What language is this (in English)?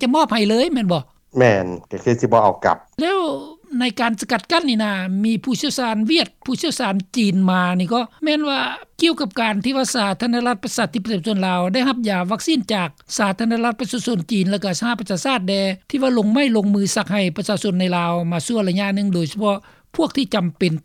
Lao